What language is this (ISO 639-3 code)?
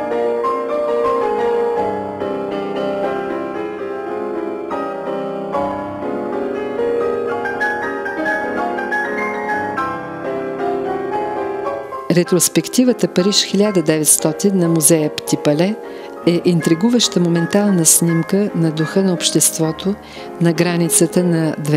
bul